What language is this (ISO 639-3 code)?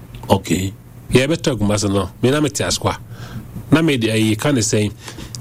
aka